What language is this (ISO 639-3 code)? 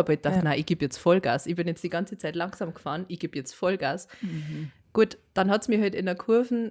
bar